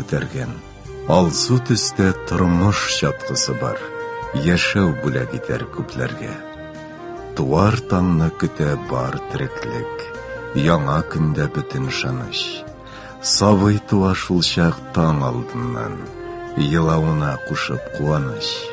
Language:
Tatar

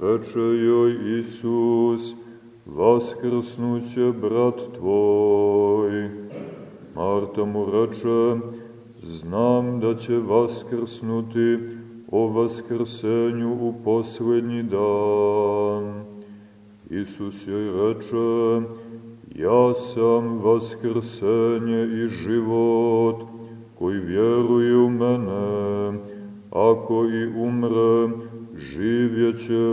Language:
Serbian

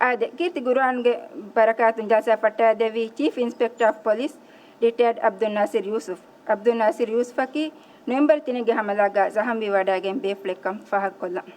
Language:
Divehi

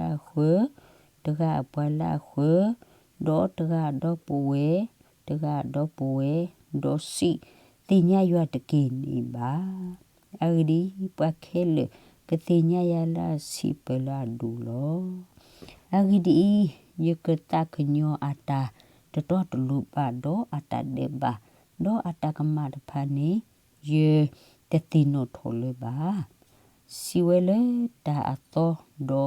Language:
S'gaw Karen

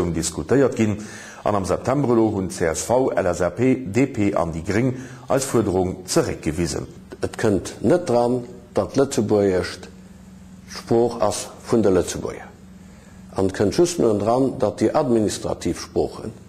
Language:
Luxembourgish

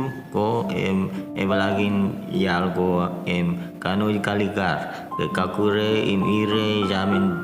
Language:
Marshallese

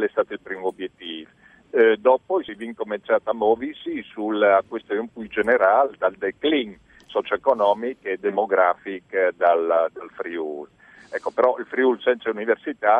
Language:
Friulian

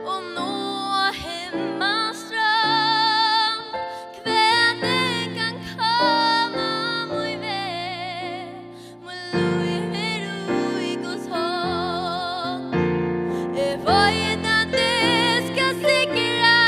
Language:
Faroese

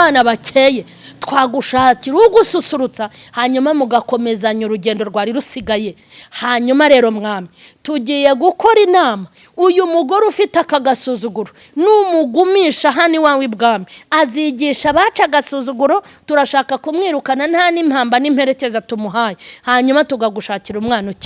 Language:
Kinyarwanda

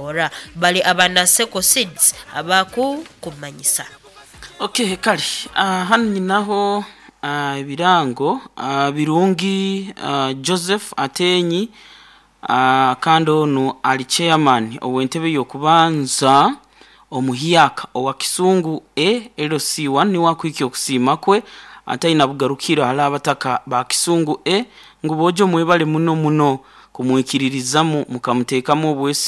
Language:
Nyoro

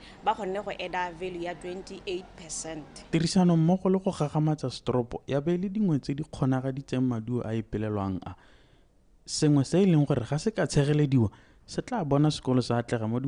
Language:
Tswana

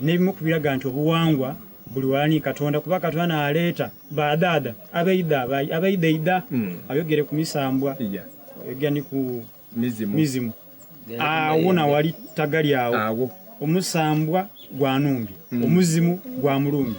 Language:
Soga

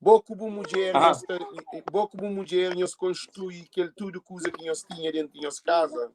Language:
Kabuverdianu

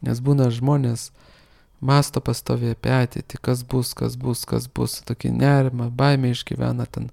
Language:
Lithuanian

